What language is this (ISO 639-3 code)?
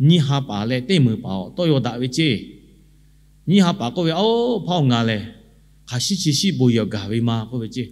lhu